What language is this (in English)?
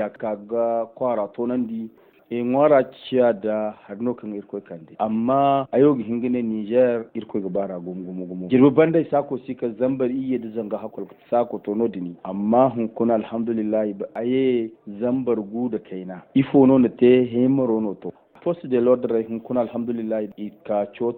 Zarma